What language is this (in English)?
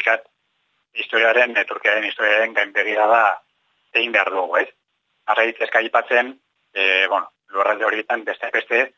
Basque